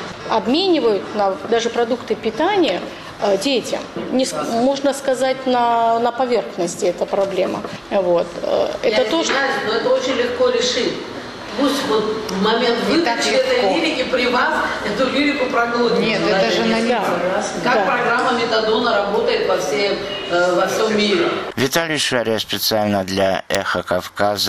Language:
Russian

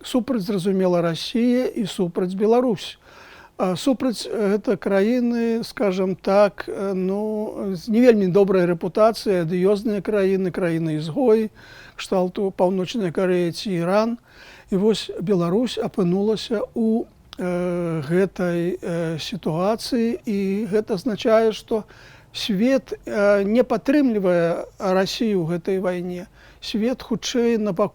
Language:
Belarusian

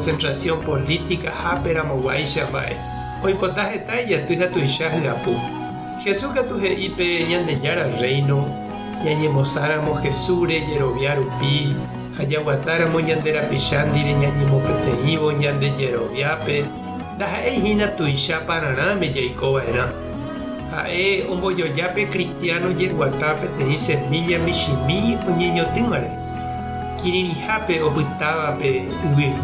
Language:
Guarani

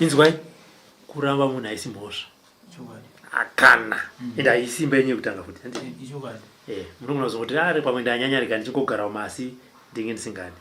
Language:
Shona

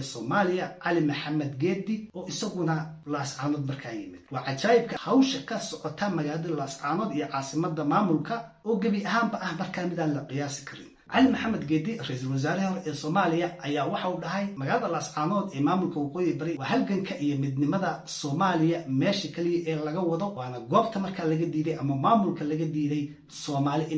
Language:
Somali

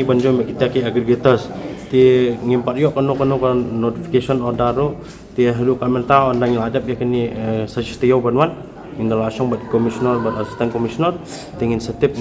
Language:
Khasi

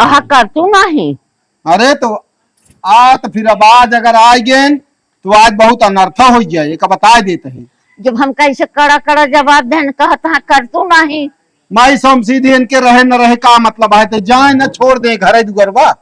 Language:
Awadhi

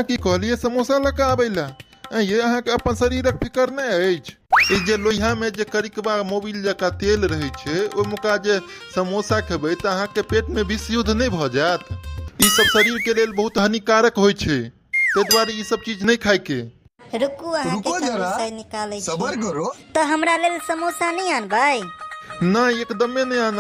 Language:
Maithili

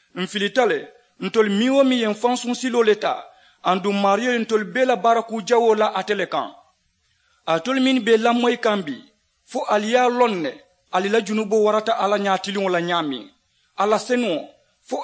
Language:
Mandingo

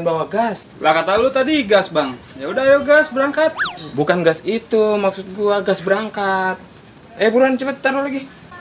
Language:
Betawi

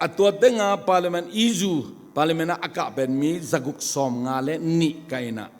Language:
Tedim Chin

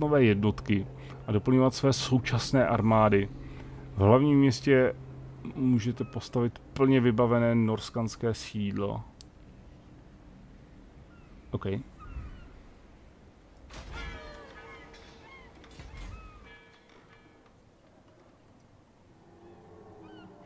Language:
Czech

